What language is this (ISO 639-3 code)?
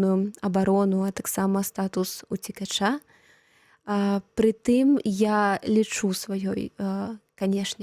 bel